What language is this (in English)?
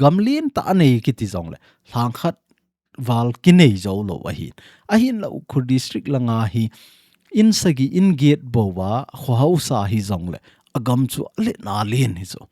Thado Chin